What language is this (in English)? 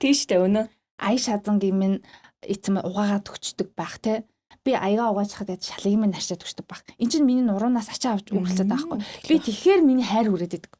Mongolian